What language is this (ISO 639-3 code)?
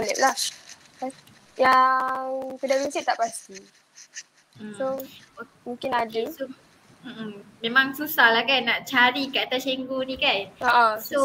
msa